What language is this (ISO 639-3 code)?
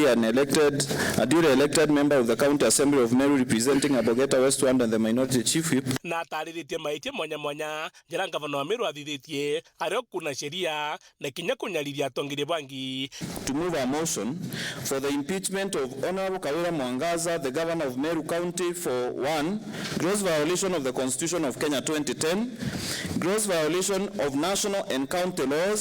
mer